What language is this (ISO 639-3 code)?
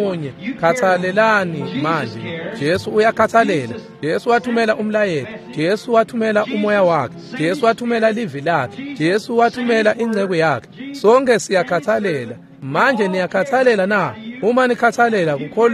ssw